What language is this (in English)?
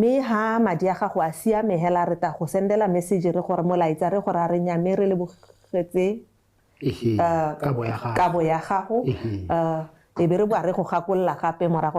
Tswana